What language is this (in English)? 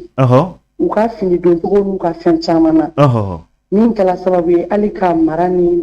Bambara